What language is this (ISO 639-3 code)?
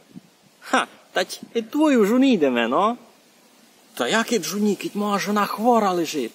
rue